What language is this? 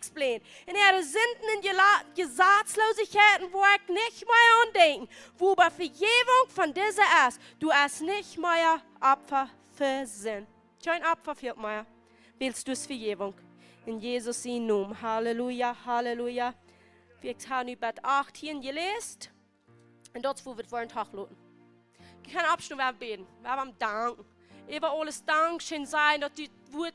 Plautdietsch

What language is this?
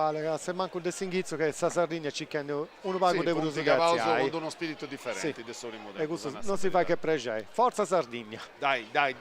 Sardinian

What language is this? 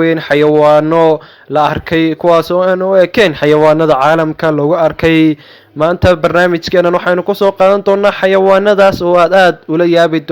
Somali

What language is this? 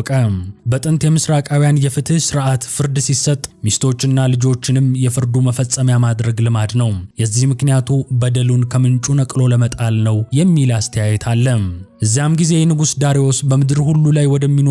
Amharic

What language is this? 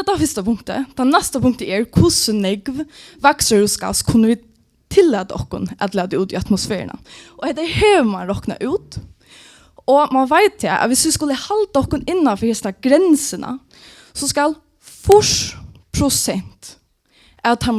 Faroese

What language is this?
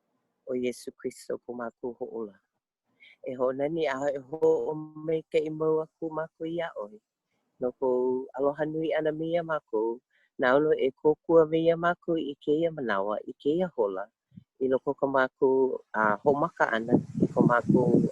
Hawaiian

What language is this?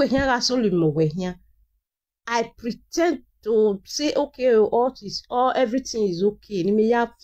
Nigerian Pidgin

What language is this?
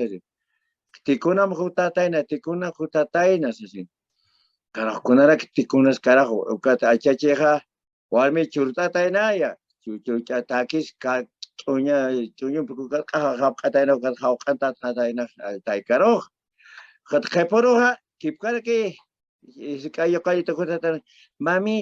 Aymara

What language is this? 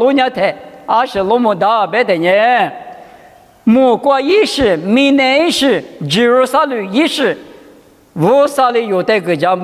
Lisu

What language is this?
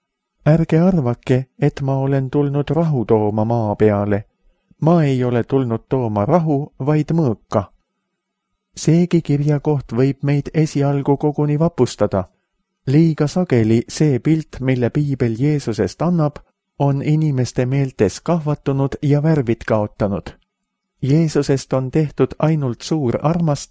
Estonian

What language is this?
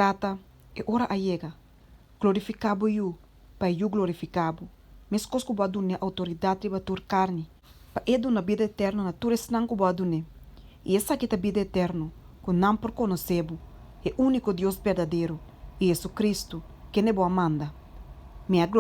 Papiamento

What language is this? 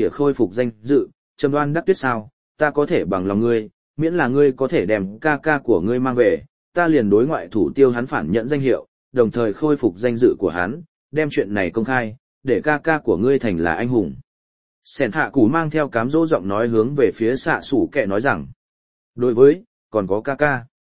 Vietnamese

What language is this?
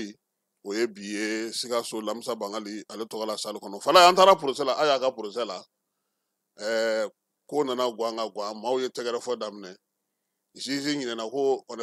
Bambara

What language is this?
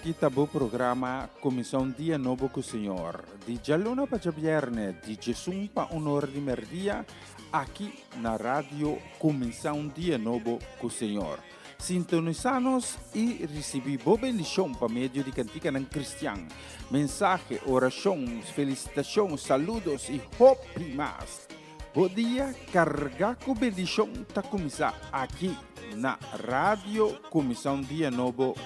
Papiamento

